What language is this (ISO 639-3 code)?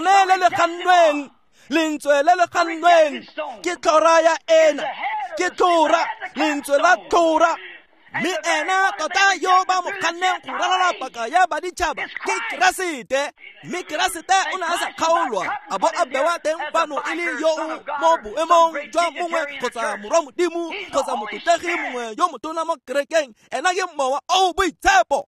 tsn